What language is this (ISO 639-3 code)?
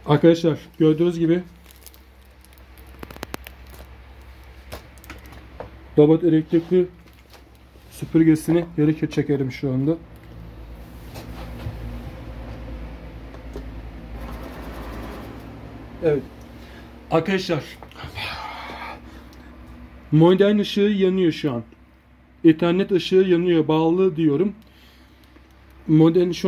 tur